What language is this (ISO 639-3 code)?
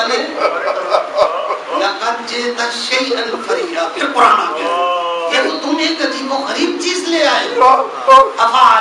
urd